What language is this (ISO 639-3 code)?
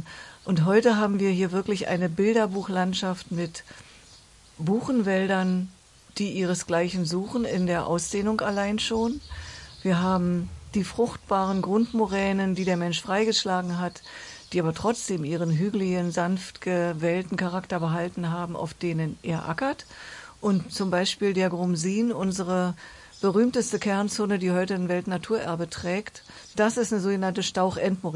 deu